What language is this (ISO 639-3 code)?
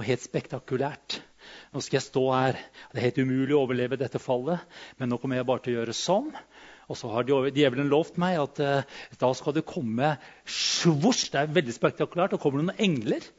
nor